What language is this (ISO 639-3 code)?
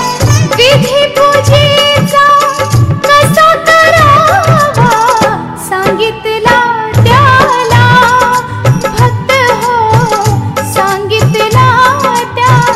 mar